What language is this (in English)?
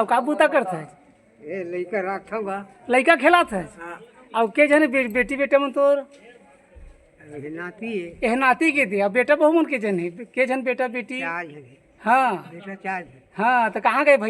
Chhattisgarhi